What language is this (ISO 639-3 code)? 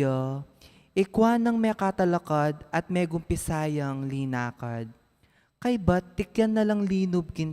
pam